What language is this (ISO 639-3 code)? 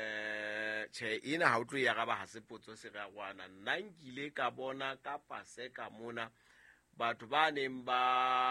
sot